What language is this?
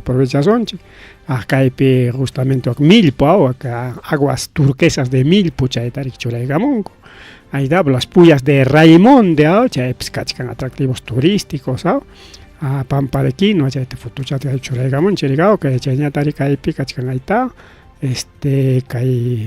Ayacucho Quechua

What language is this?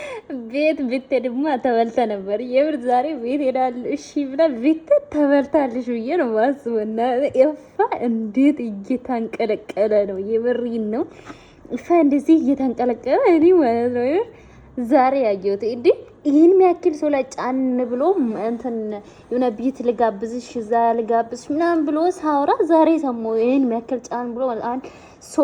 Amharic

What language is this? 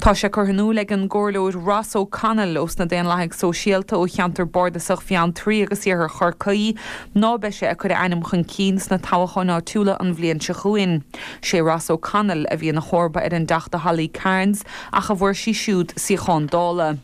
Irish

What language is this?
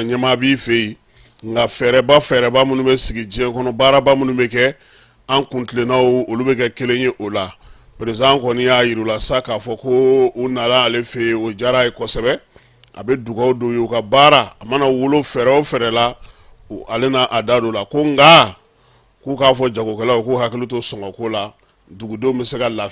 Bambara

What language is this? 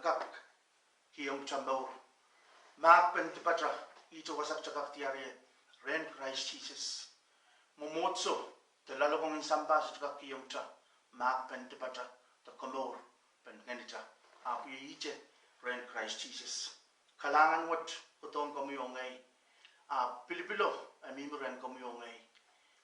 Pohnpeian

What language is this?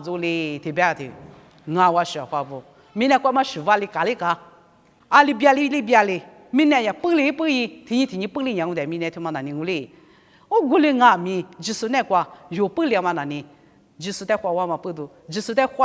Lisu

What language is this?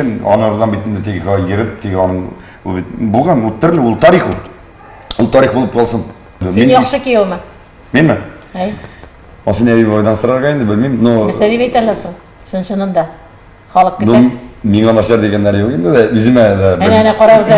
Tatar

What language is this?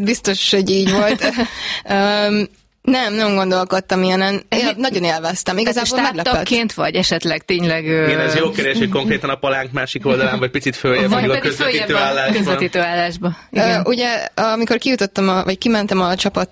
Hungarian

